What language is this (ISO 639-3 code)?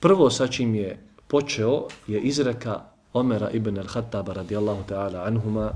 bos